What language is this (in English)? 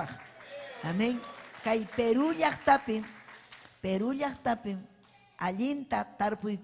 Ayacucho Quechua